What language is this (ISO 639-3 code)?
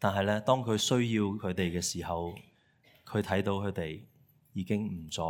yue